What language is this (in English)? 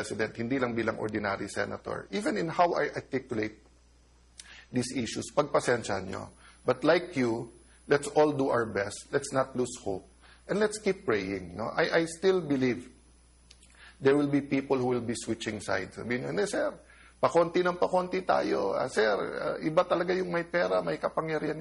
Cebuano